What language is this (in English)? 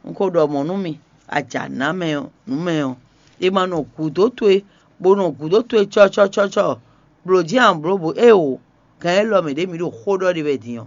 Fon